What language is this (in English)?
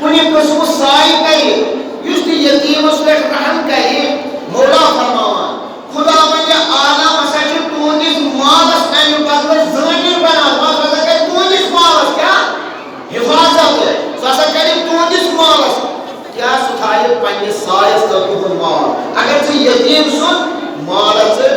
Kashmiri